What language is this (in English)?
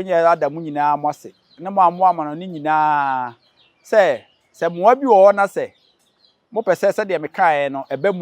Akan